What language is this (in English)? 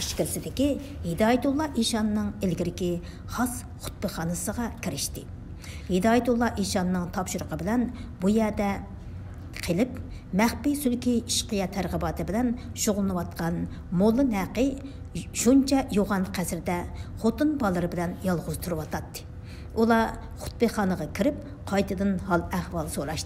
Uyghur